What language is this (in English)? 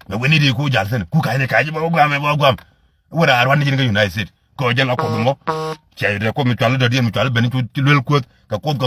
Nuer